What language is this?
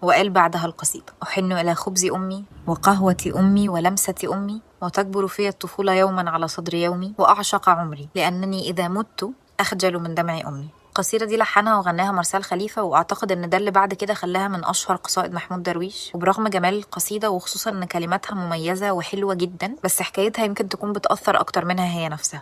Egyptian Arabic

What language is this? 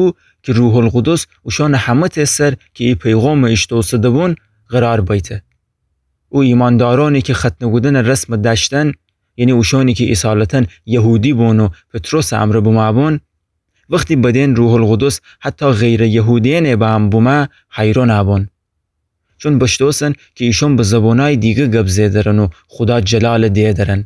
Gilaki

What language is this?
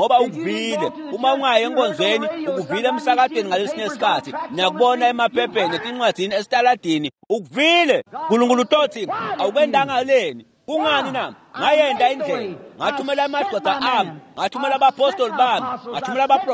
Swati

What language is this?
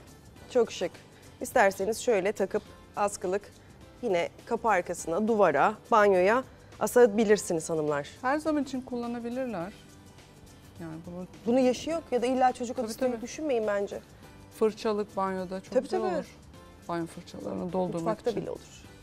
Turkish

